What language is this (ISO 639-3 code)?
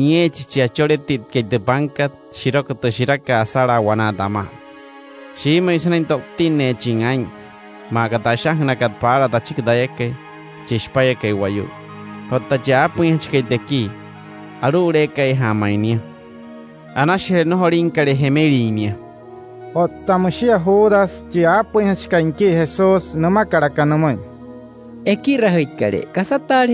guc